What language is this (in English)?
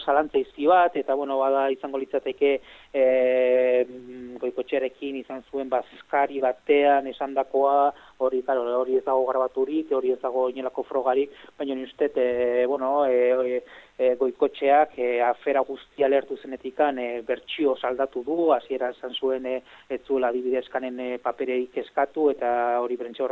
Basque